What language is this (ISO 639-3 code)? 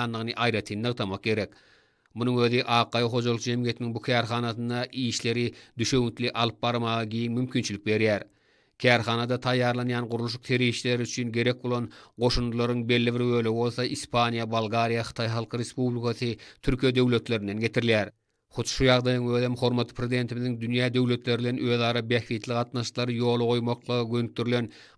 tuk